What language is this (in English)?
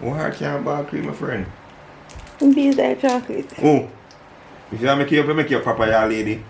Jamaican Creole English